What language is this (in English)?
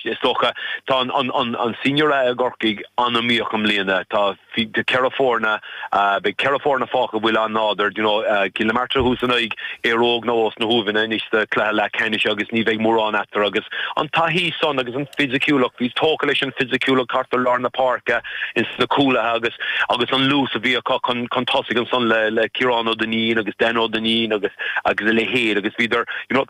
Irish